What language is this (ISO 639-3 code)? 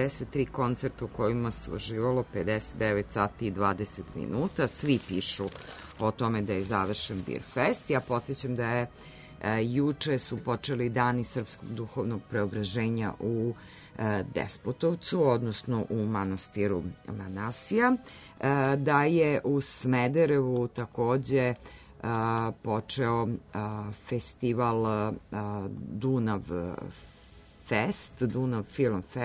srp